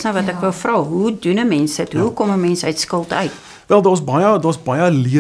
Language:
Afrikaans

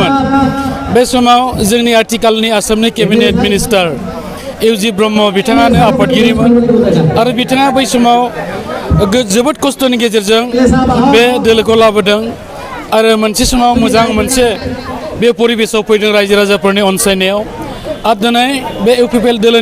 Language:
Bodo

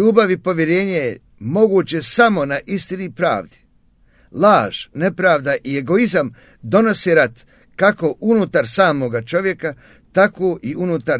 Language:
Bosnian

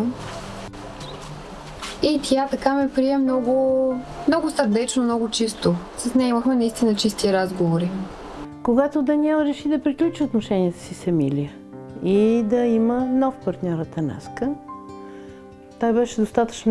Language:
Bulgarian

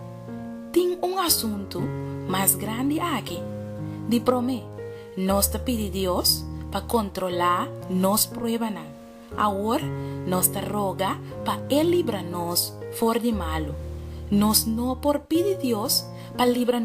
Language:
Papiamento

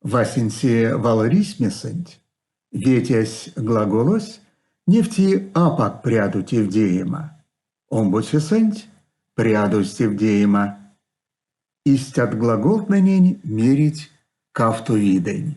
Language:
Erzya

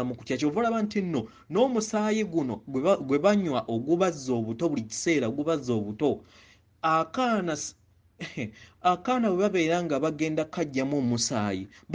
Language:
Ganda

